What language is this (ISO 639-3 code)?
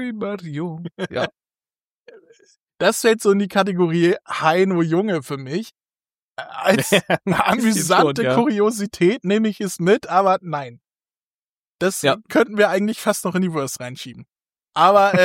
deu